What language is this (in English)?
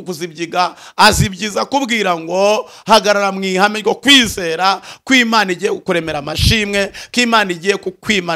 Kinyarwanda